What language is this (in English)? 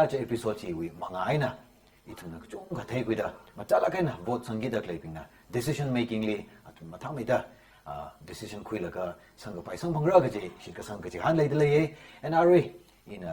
Tangkhul Naga (India)